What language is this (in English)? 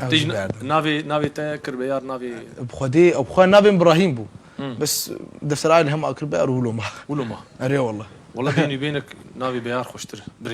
Kurdish